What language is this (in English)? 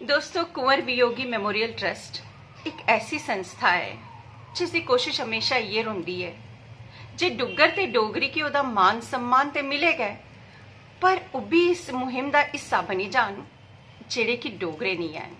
Dogri